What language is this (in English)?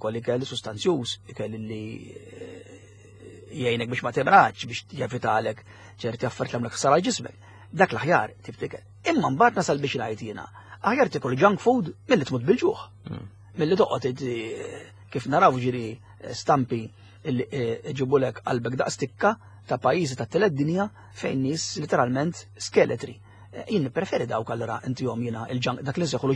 Maltese